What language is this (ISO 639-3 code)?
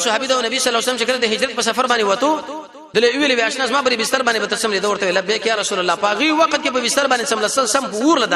pus